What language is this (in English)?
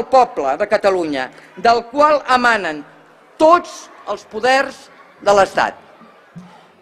Catalan